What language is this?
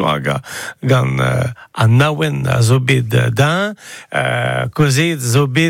Breton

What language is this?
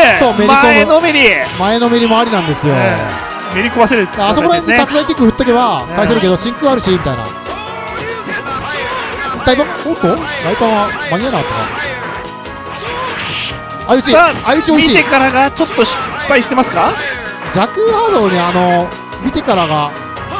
Japanese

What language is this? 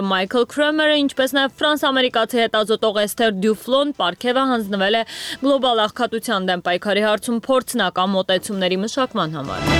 Armenian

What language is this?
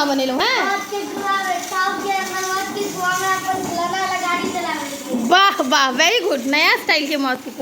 Maithili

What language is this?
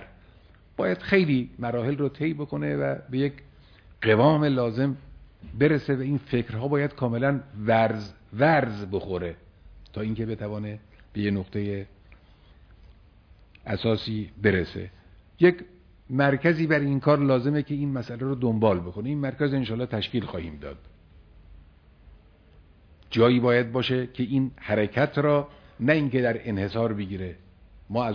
Persian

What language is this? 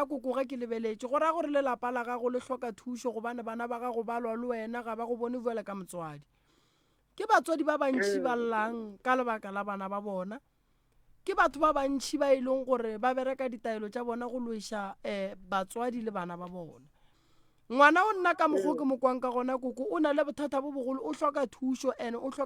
Northern Sotho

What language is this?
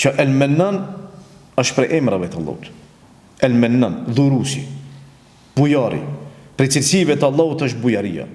Albanian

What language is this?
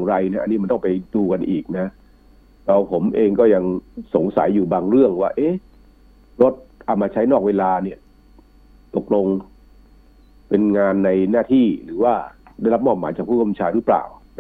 Thai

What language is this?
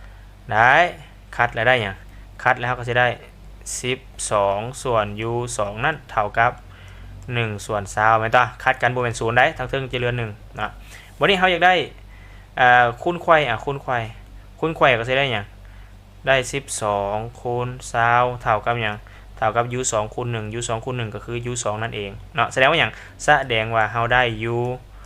Lao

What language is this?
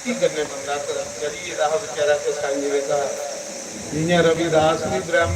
Dogri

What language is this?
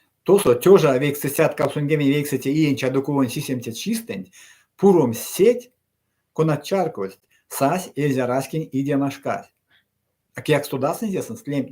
Erzya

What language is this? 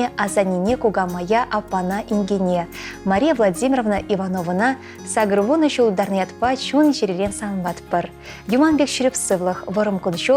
Chuvash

